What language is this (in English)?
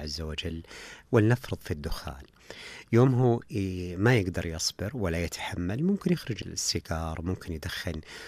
Najdi Arabic